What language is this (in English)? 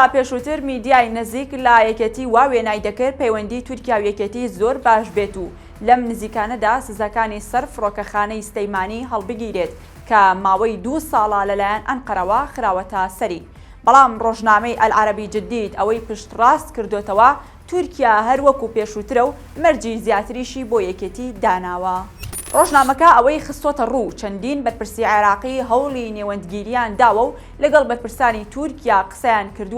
Central Kurdish